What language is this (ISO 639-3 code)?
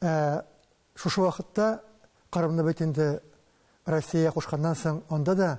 tat